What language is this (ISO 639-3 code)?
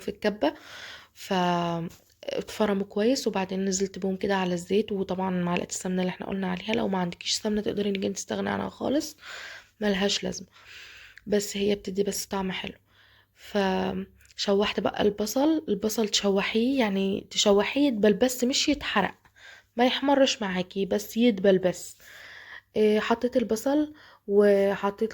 arz